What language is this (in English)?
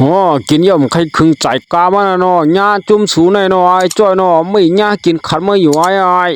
Shan